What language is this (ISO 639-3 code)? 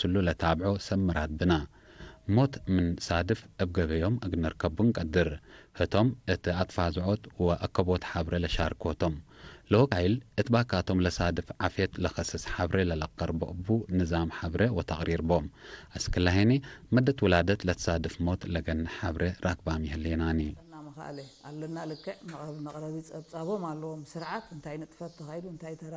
tig